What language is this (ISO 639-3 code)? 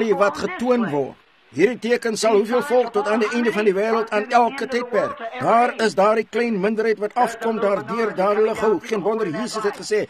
afr